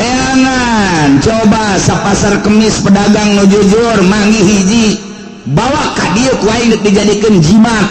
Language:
Sundanese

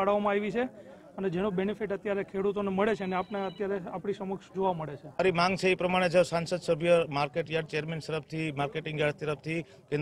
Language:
Gujarati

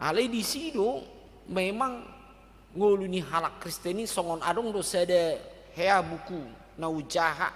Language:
Batak Toba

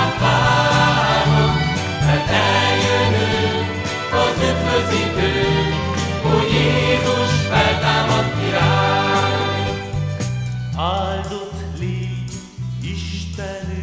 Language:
Hungarian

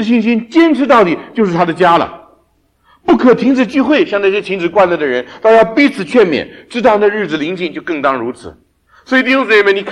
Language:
Chinese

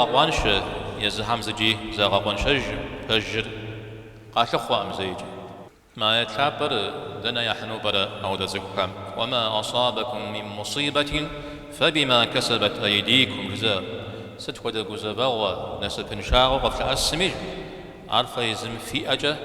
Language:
Kabardian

